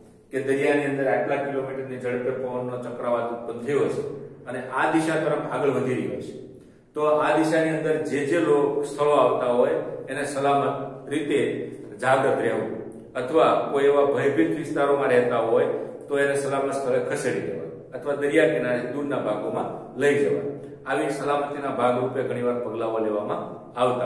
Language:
Gujarati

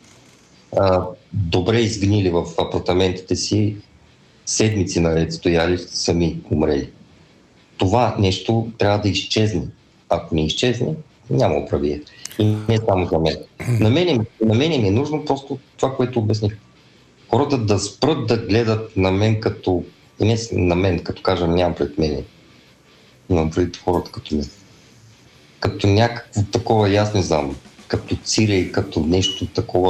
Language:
Bulgarian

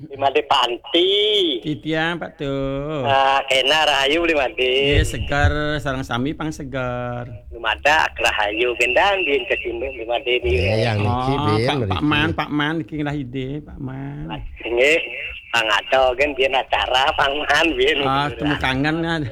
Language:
Balinese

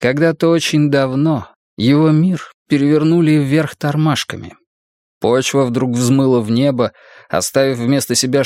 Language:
Russian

